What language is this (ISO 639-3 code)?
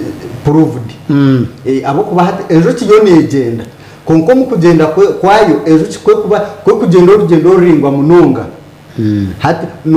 nyn